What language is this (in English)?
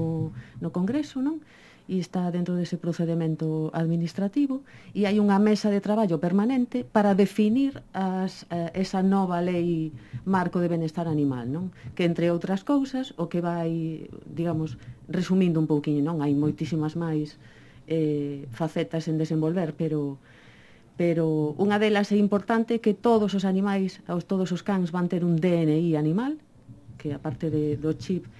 Galician